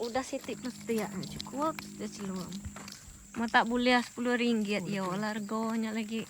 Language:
Iban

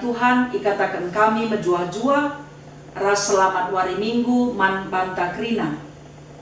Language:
Batak Karo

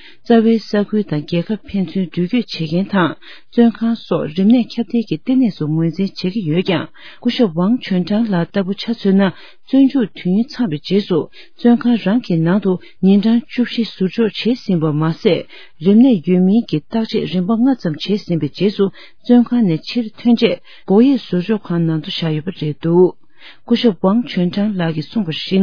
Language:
Tibetan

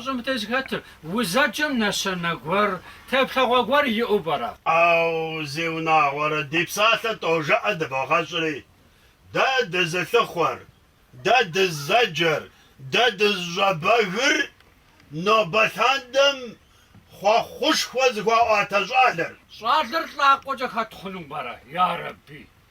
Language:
Kabardian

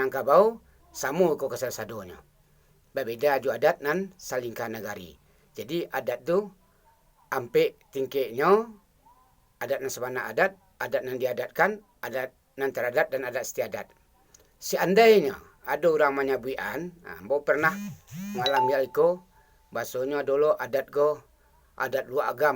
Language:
Minangkabau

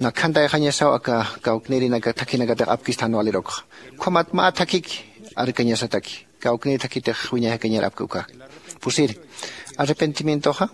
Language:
Aymara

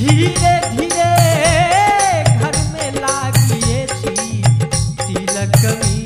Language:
Bhojpuri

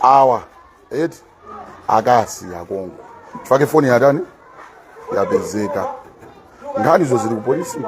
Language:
Nyanja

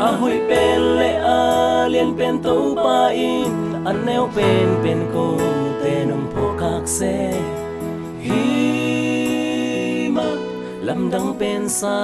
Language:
Tedim Chin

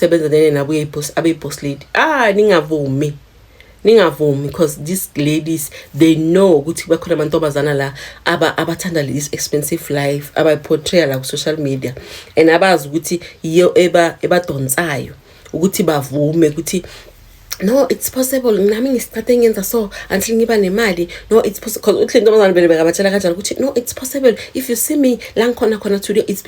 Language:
Zulu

